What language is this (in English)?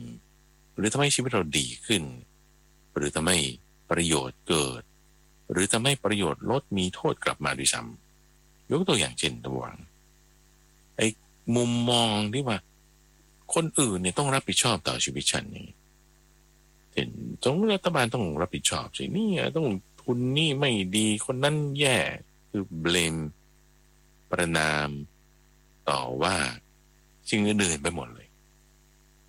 Thai